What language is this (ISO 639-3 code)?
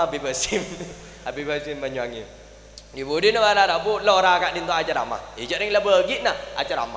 mad